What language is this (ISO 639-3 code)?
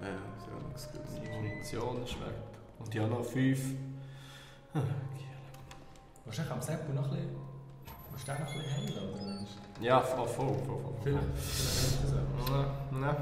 gsw